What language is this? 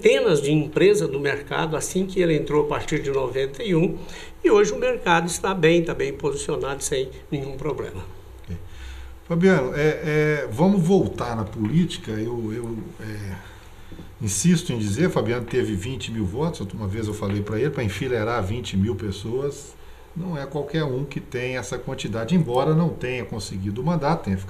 Portuguese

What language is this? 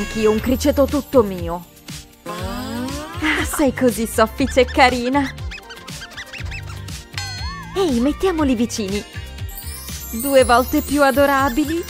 Italian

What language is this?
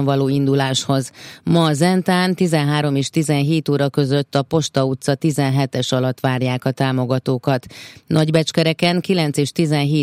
Hungarian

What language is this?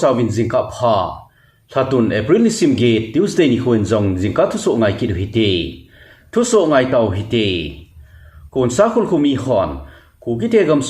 Thado Chin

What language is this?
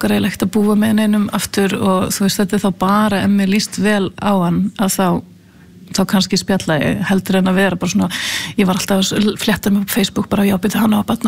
Icelandic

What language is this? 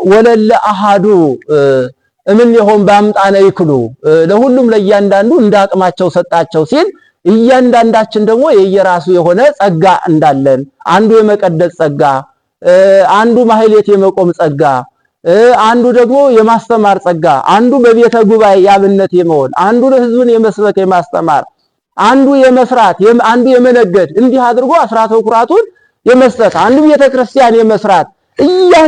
Amharic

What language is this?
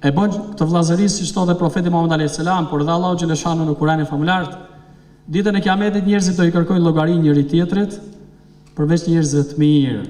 Albanian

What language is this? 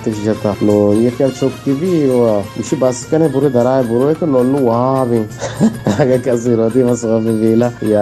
Baluchi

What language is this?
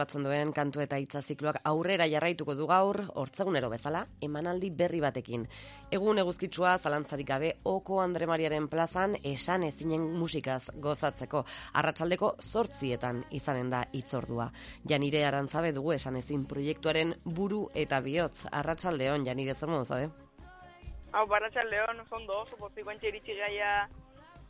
Basque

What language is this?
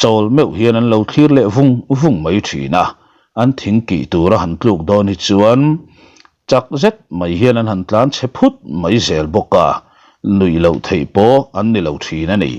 Mizo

